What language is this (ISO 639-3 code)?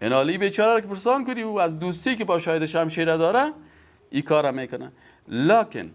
fas